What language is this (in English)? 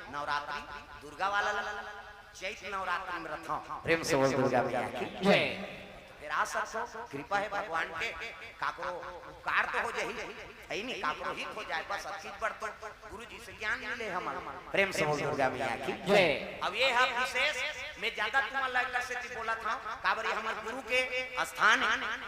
Chhattisgarhi